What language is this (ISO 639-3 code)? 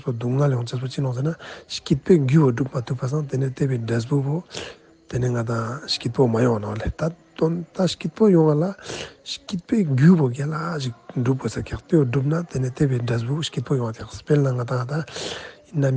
lbj